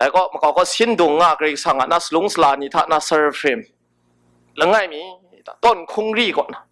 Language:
Kachin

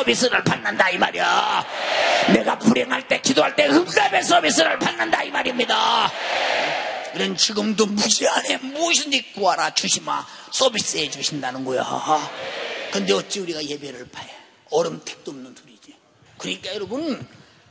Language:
Korean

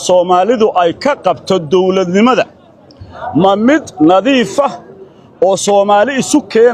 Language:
Somali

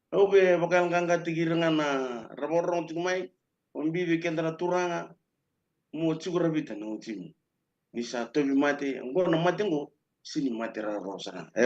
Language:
Fijian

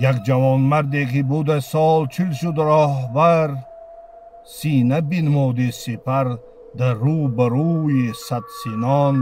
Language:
Tajik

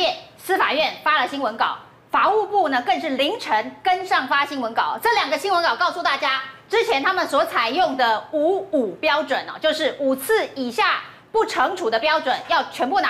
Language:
Chinese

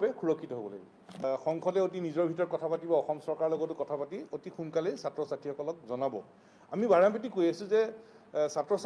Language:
Assamese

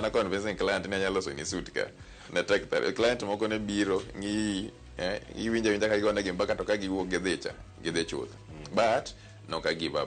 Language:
Luo (Kenya and Tanzania)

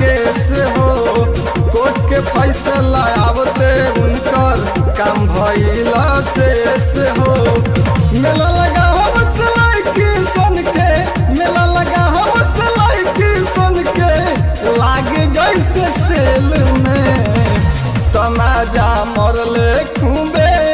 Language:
Bhojpuri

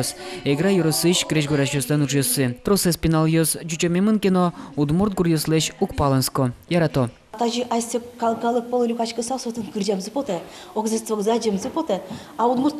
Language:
Udmurt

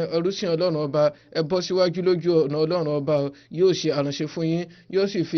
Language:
Yoruba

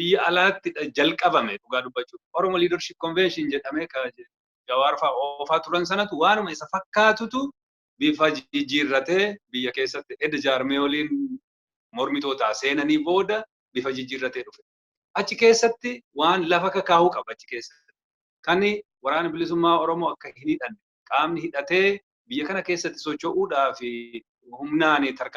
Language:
Oromo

